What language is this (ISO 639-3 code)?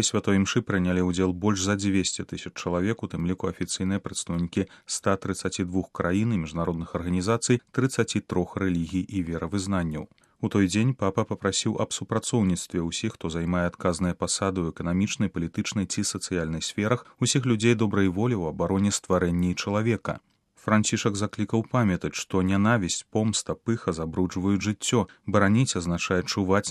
bel